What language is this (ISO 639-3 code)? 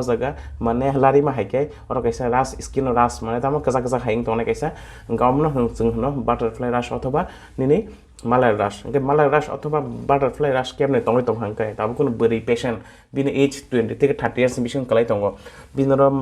trp